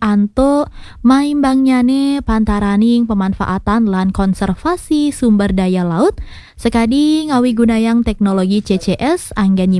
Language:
Balinese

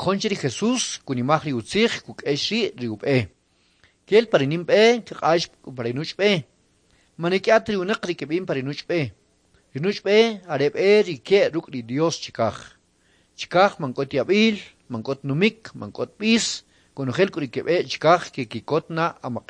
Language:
Kʼicheʼ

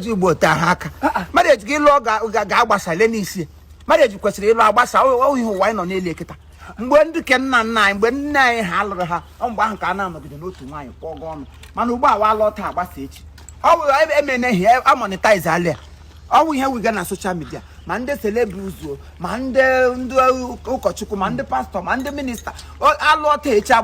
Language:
Igbo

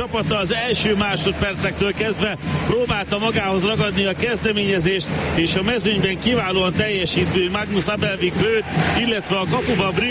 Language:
Hungarian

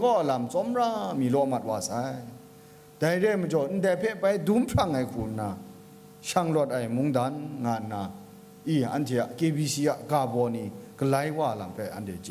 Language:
Kachin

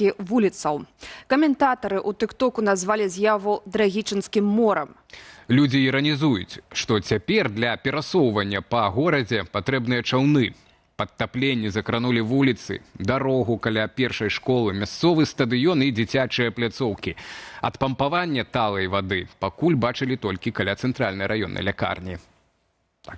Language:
Belarusian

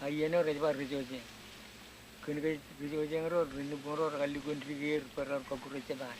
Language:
Marshallese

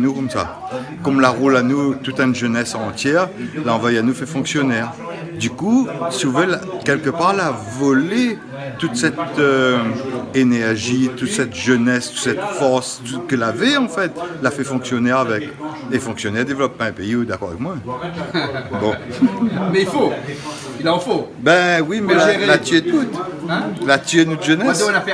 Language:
Réunion Creole French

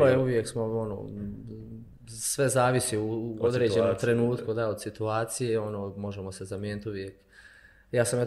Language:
Bosnian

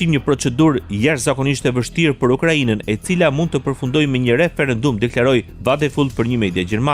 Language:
Albanian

